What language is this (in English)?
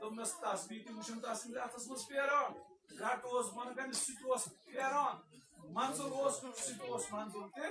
Kashmiri